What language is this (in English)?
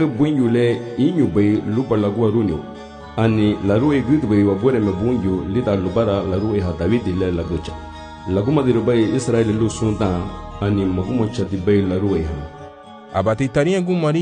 Garifuna